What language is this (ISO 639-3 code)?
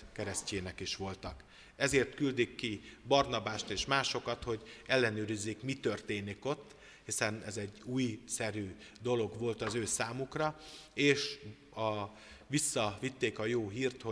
hun